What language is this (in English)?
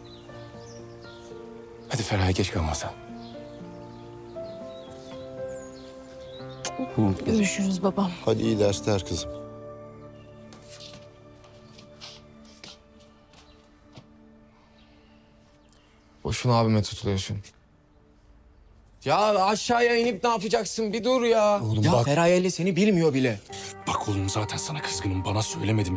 Turkish